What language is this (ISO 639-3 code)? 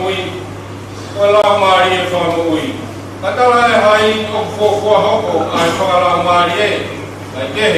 ton